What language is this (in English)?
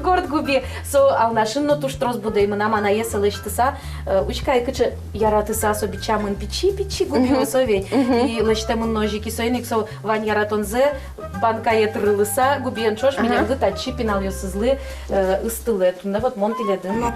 Udmurt